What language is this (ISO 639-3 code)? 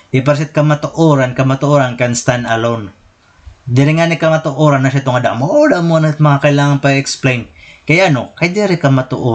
war